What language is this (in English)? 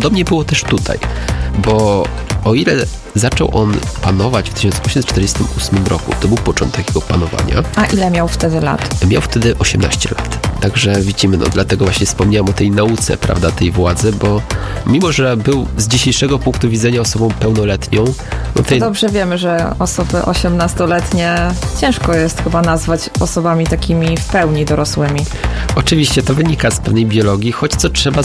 Polish